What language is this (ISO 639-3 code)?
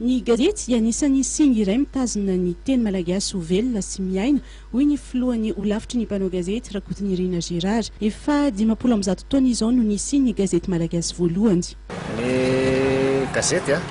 mlg